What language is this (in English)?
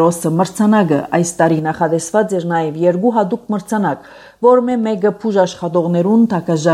Armenian